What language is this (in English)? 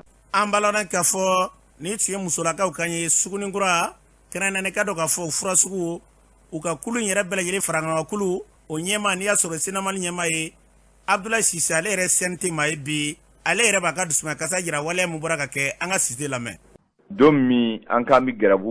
Bambara